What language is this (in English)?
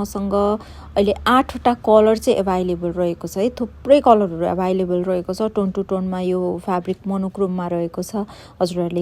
Nepali